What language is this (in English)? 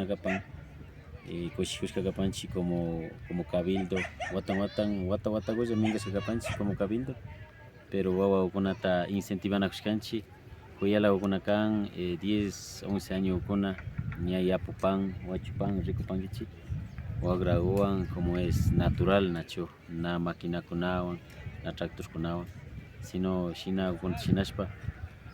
Imbabura Highland Quichua